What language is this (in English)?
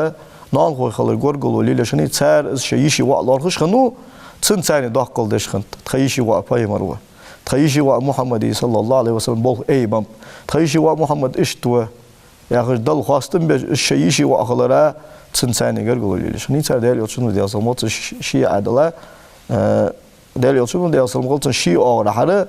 Ingush